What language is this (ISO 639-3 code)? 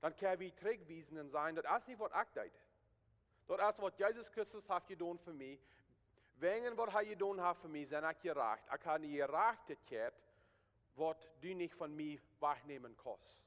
pdt